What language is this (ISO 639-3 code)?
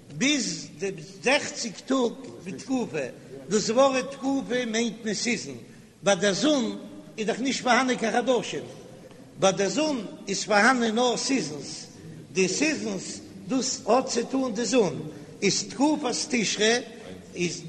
yid